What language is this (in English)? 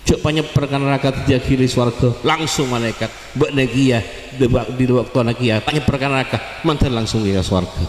Madurese